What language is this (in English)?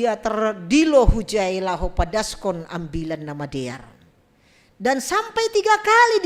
Batak Simalungun